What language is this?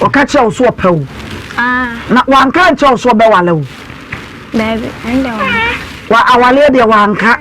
Akan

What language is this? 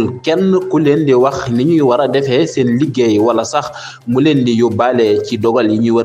Wolof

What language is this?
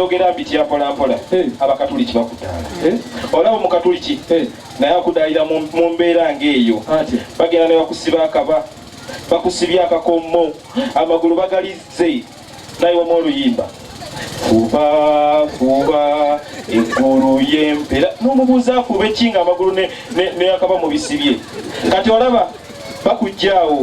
Ganda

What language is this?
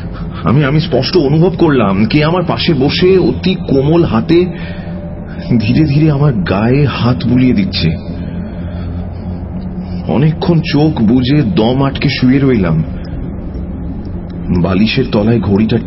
Bangla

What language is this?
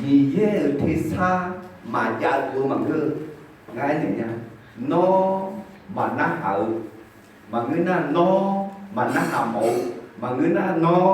Akha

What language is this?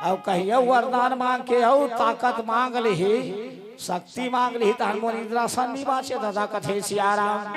Chhattisgarhi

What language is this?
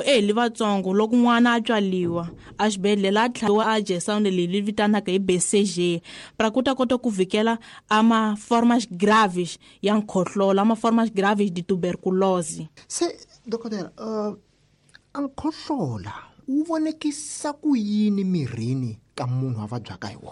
Tsonga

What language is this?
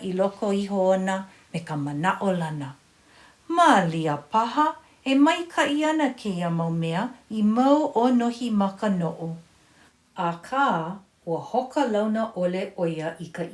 Hawaiian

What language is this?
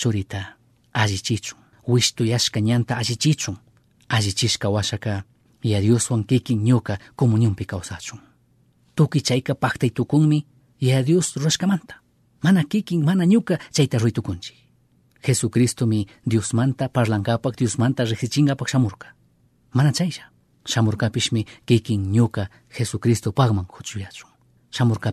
Chimborazo Highland Quichua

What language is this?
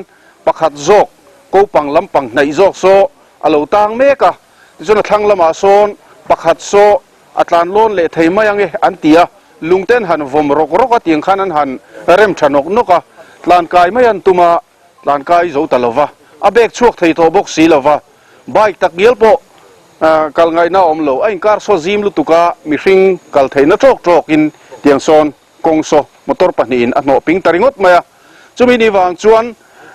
Mizo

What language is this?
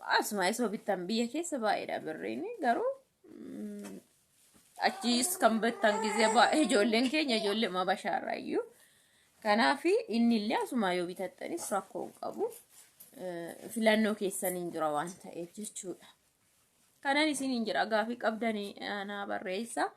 Oromo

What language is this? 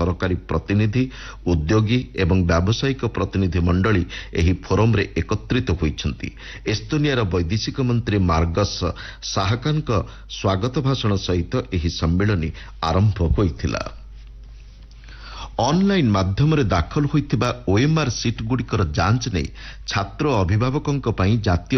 Odia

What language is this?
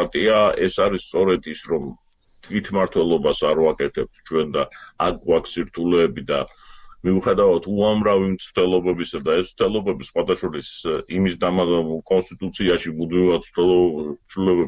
Georgian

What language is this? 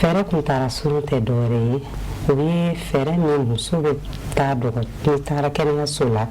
Bambara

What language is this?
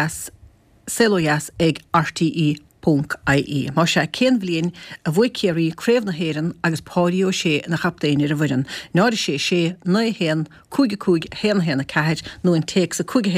Irish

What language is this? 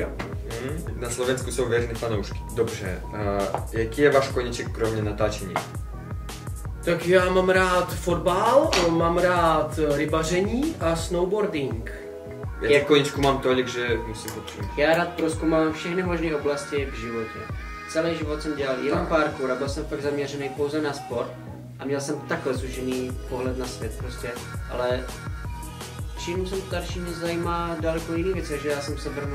Czech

